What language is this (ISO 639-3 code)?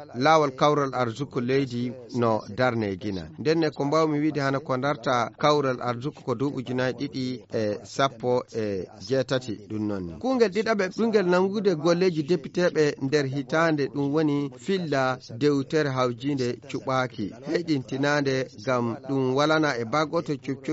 ful